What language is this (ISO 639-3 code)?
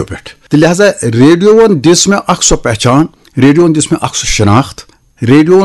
kas